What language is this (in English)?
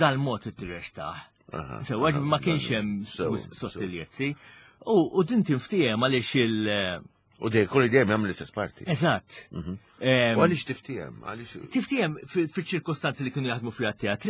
Maltese